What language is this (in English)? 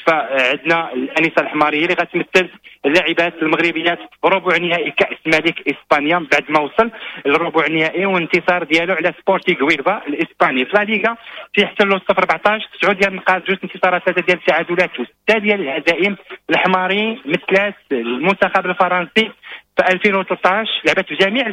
Moroccan Arabic